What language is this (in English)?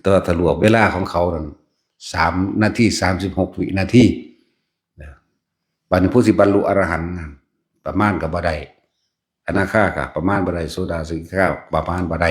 Northeastern Thai